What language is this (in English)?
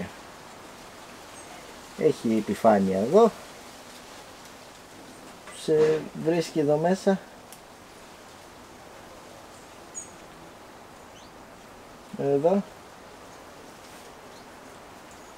Greek